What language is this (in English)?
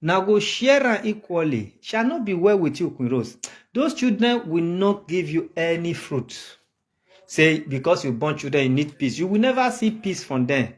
Nigerian Pidgin